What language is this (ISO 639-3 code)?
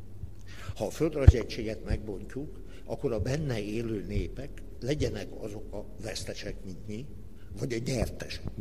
hun